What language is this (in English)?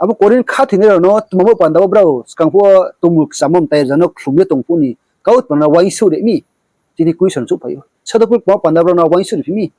Riang (India)